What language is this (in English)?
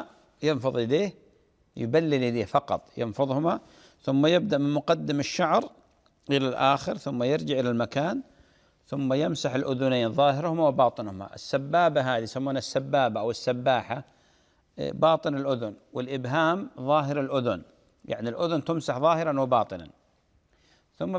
Arabic